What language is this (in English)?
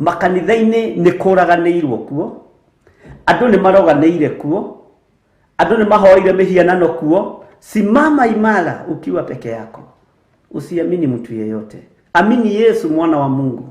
Kikuyu